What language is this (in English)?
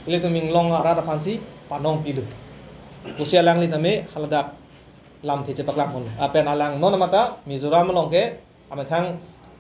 Karbi